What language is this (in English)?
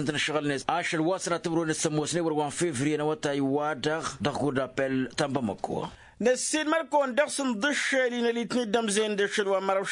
Tamasheq